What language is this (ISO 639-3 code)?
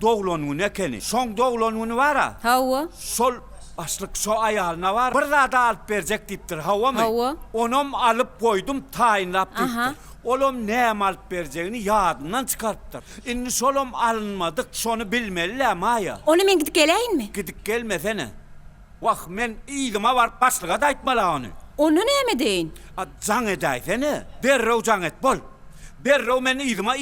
tuk